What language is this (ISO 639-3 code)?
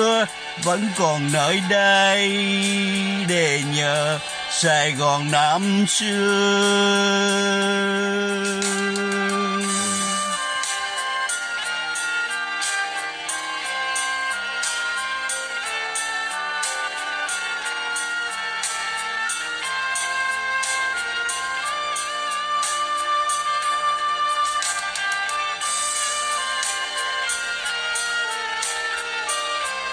vie